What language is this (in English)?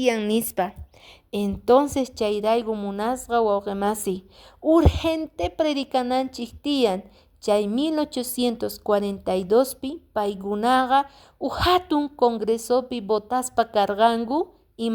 Quechua